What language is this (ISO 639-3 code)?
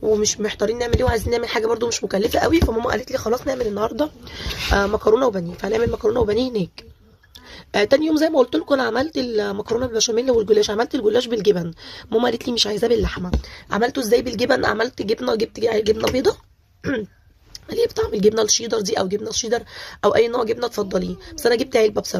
arz